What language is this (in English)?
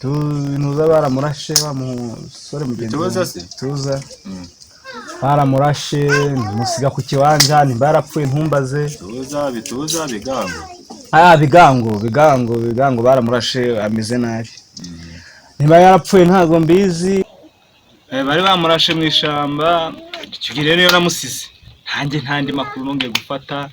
Kinyarwanda